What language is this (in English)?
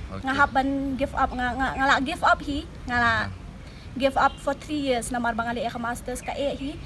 Khasi